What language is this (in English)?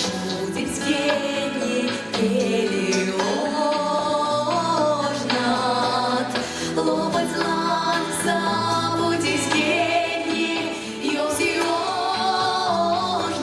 Erzya